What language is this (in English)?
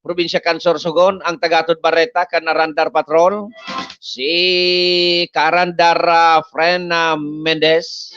Bikol